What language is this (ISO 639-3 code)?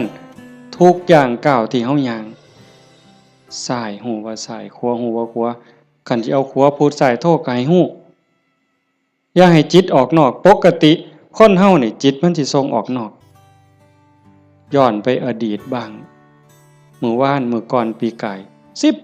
lao